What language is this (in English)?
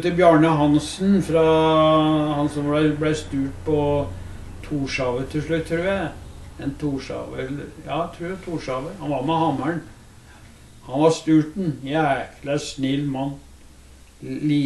Norwegian